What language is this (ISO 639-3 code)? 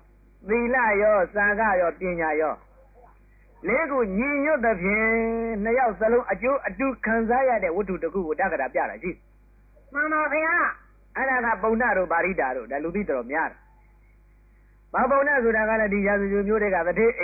mya